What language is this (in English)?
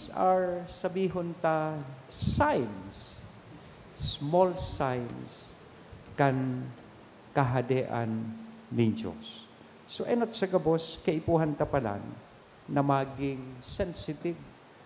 Bikol